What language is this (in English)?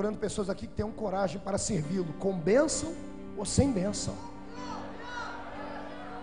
Portuguese